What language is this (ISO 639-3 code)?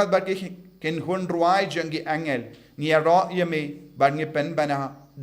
kha